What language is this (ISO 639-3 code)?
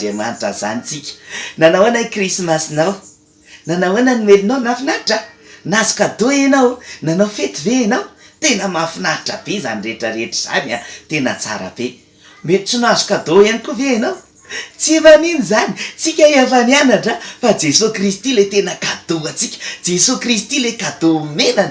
mlg